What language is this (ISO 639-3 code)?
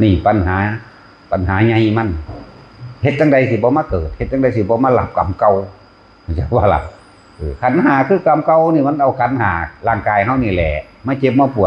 tts